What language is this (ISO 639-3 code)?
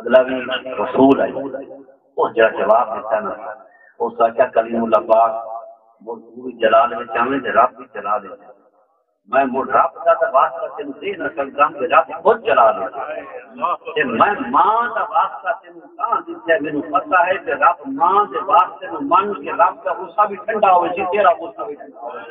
skr